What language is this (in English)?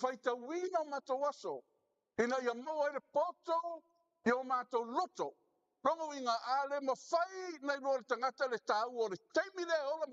Samoan